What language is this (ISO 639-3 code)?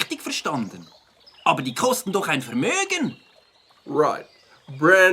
gsw